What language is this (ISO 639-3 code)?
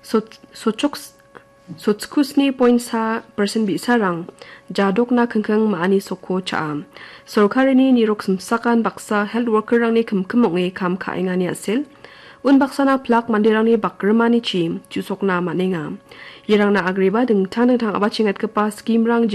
grt